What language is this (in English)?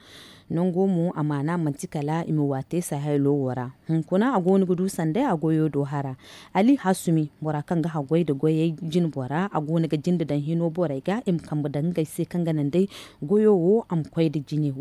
Zarma